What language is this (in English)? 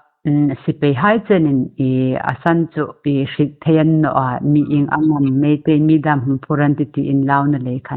Hmar